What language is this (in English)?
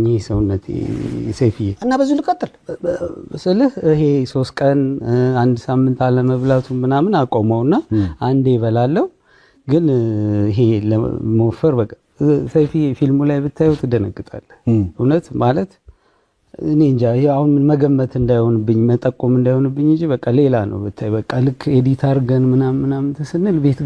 Amharic